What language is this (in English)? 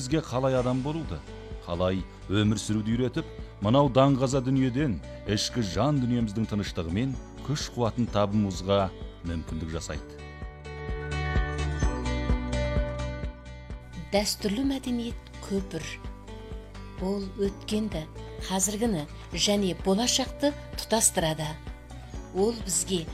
Kazakh